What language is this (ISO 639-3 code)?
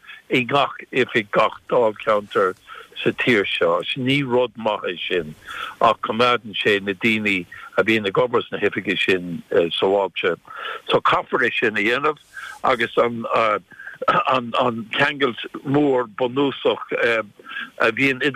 gle